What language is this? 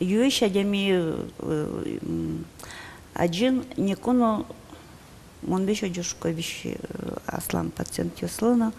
Udmurt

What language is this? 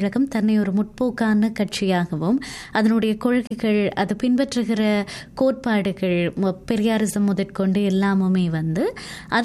Tamil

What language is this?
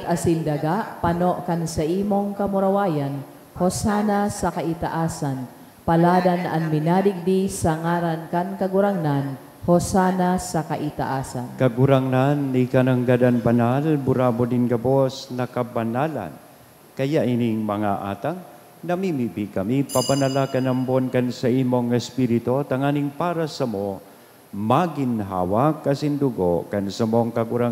Bikol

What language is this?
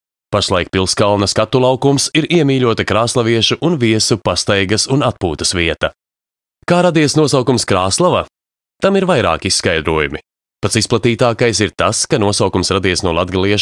Latvian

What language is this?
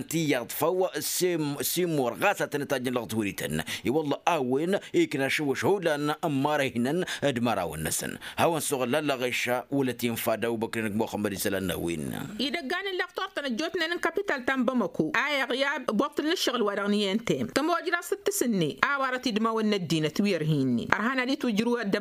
Tamasheq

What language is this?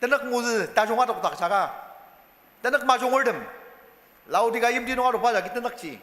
Ao Naga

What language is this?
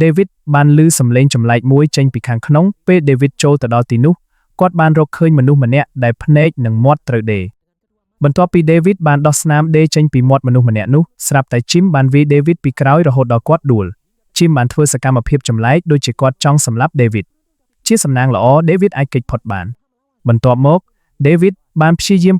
Khmer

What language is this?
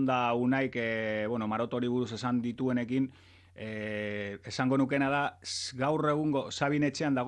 Basque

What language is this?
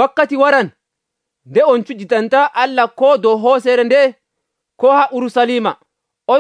Nigerian Fulfulde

